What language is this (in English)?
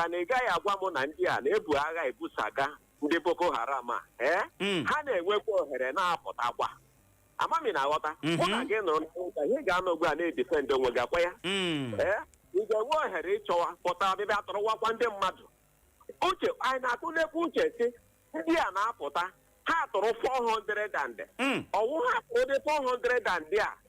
Igbo